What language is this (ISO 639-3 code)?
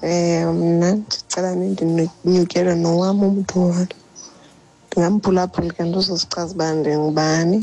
xho